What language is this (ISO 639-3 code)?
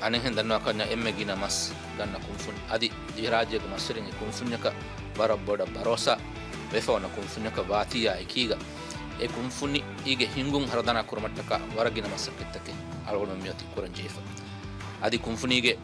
div